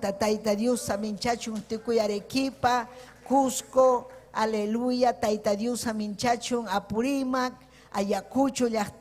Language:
Ayacucho Quechua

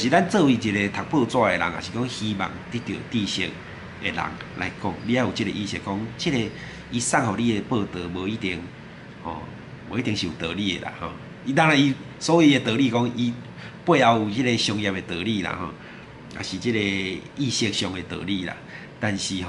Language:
Min Nan Chinese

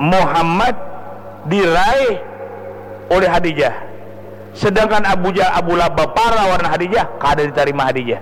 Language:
Banjar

